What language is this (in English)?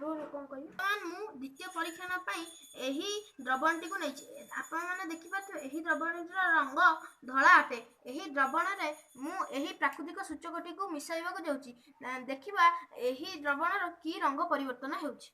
Odia